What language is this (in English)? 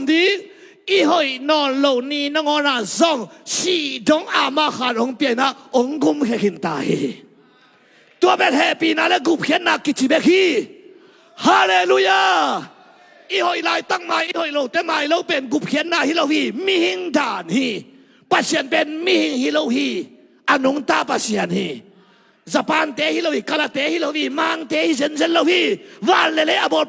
Tedim Chin